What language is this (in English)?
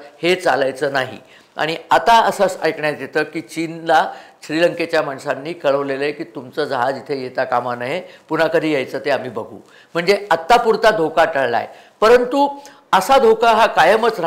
Marathi